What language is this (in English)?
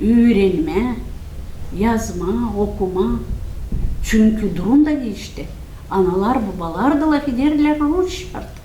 Gagauz